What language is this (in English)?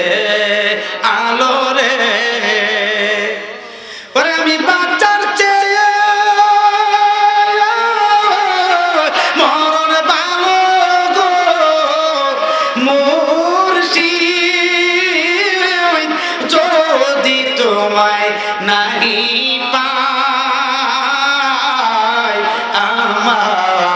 Bangla